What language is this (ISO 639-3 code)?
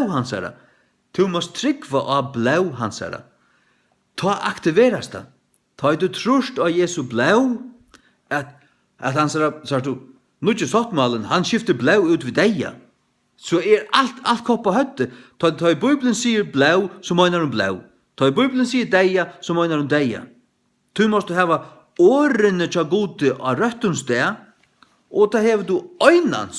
fao